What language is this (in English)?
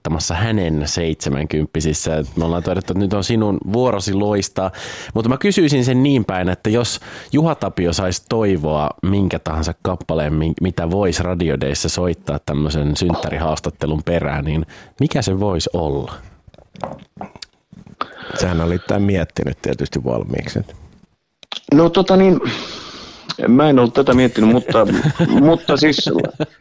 Finnish